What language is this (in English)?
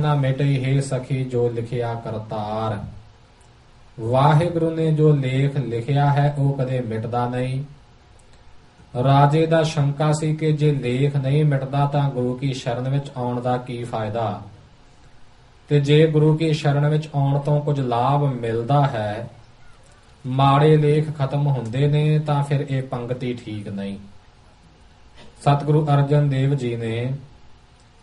Punjabi